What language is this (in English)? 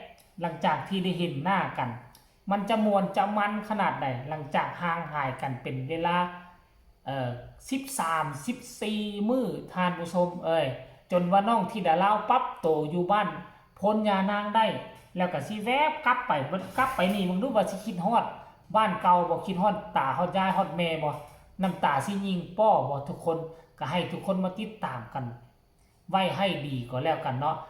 Northeastern Thai